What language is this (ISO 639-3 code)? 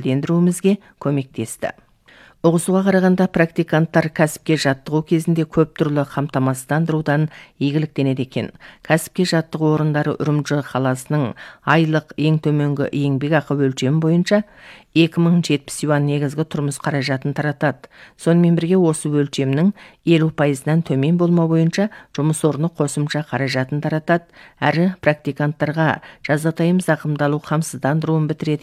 kaz